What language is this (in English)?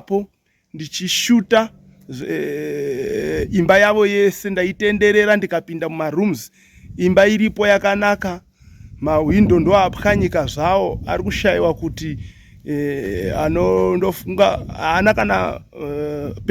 Shona